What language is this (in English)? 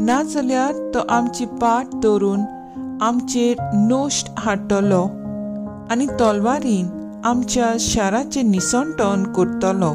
Konkani